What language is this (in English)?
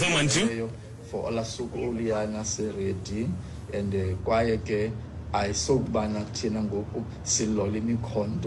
Xhosa